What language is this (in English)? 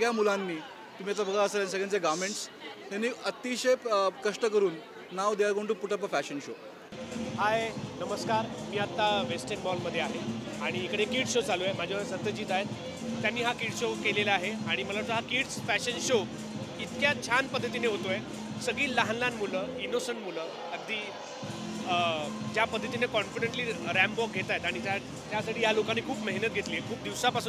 Marathi